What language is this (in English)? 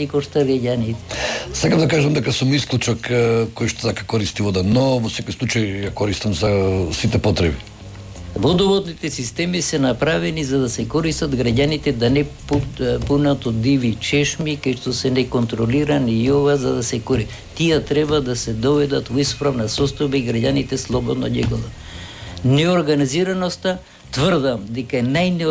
Macedonian